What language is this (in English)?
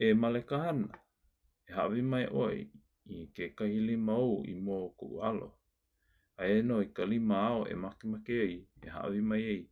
Hawaiian